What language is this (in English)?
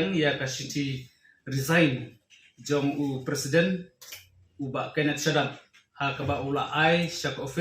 Khasi